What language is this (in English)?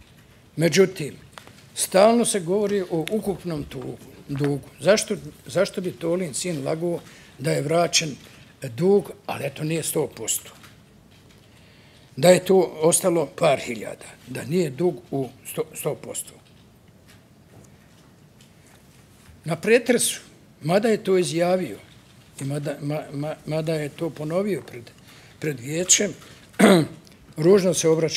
Bosnian